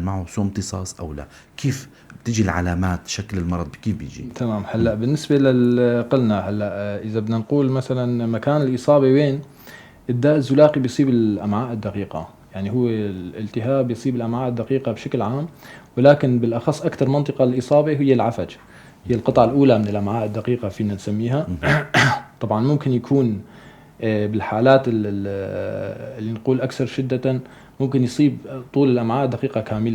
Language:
North Levantine Arabic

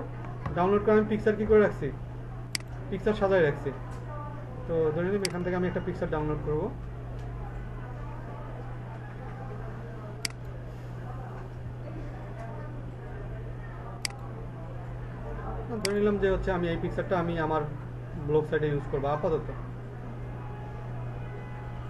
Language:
Bangla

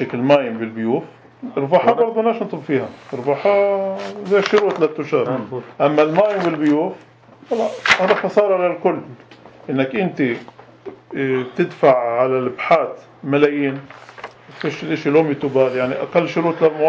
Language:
North Levantine Arabic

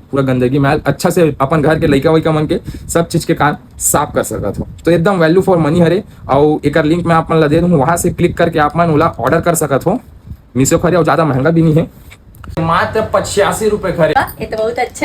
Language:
Chhattisgarhi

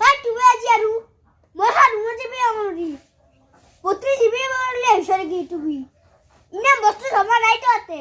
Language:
Assamese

